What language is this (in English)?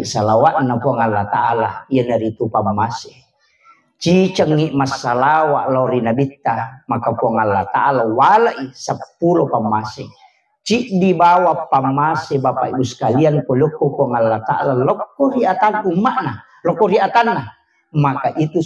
Buginese